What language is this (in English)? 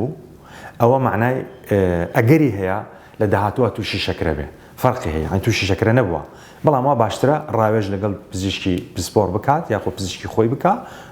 Central Kurdish